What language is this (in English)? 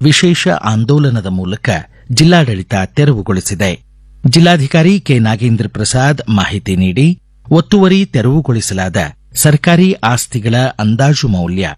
Kannada